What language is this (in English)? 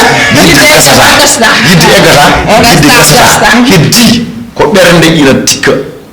Fula